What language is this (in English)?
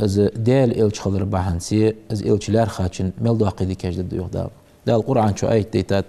Ingush